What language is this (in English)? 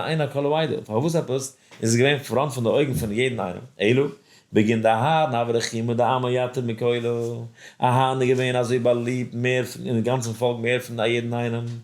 Yiddish